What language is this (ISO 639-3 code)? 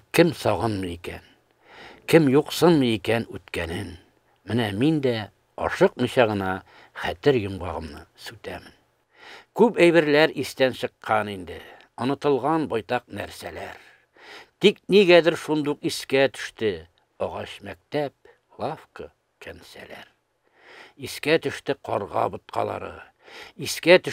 tat